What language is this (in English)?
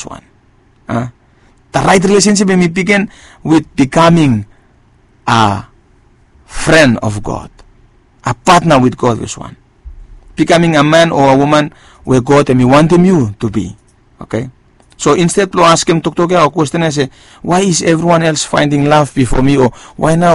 Bislama